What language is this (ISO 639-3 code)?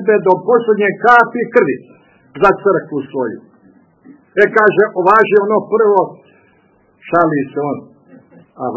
srp